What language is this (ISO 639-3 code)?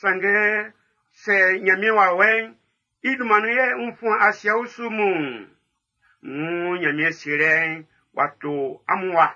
bci